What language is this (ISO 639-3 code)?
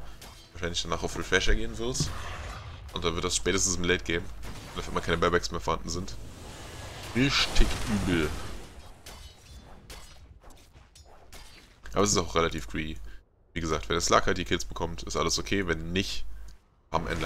deu